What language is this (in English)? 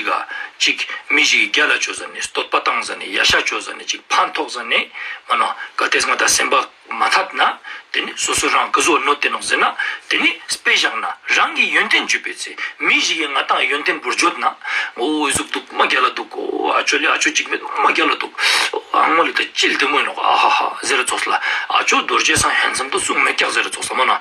Ladakhi